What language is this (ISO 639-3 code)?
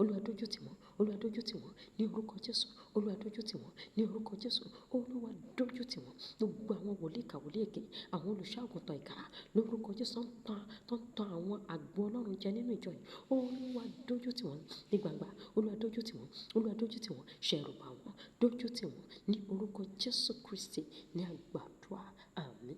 yor